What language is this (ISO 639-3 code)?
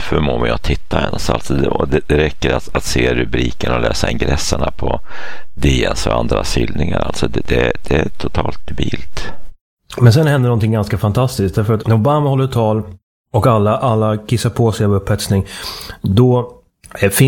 swe